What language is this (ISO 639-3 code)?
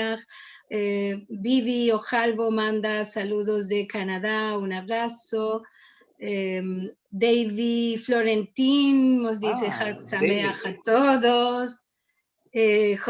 lad